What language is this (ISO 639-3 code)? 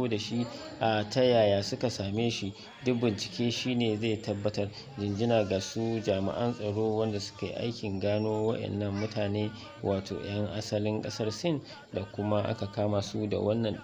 hau